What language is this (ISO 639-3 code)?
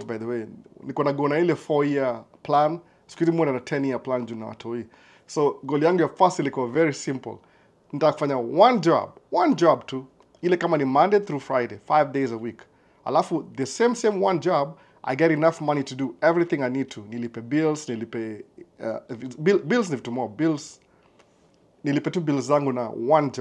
swa